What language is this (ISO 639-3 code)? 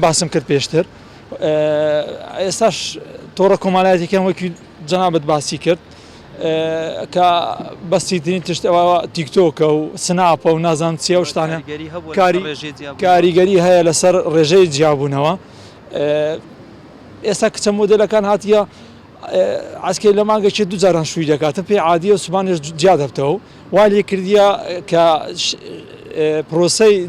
ckb